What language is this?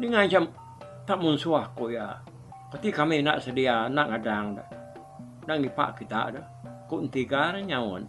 Iban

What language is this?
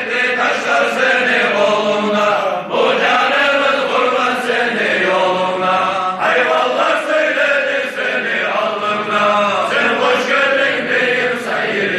Kumyk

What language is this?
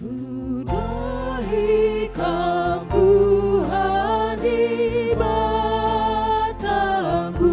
Batak Karo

